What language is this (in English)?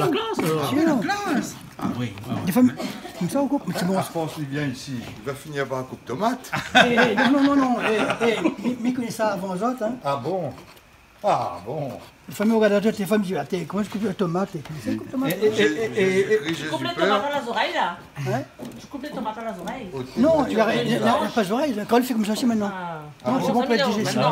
Réunion Creole French